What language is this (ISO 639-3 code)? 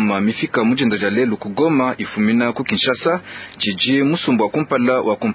lua